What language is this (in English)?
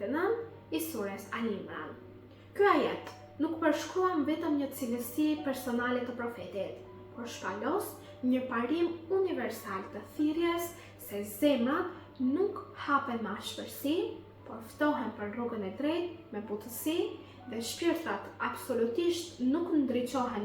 Albanian